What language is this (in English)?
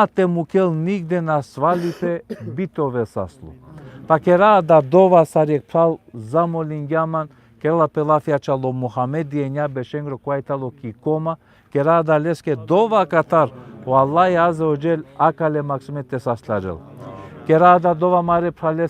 Balkan Romani